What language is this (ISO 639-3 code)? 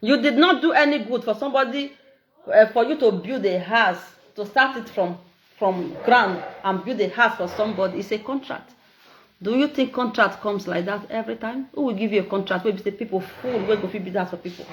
pcm